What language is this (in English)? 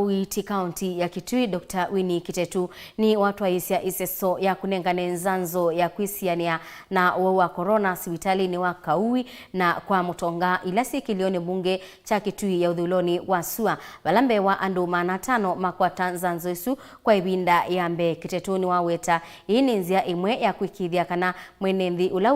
Kamba